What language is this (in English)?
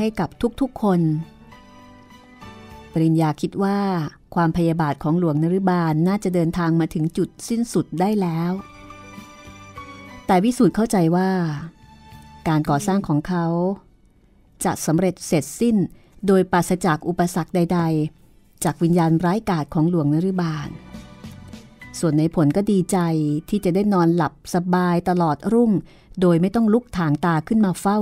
Thai